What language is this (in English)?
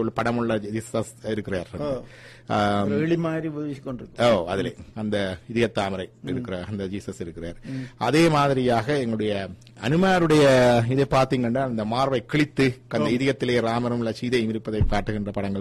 Tamil